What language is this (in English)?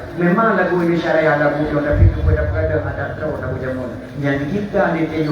Achinese